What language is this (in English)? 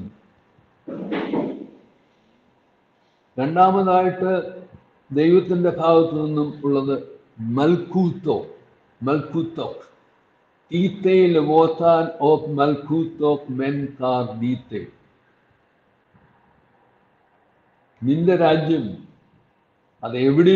Malayalam